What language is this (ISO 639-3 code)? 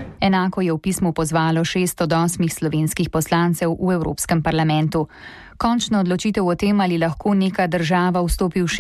slv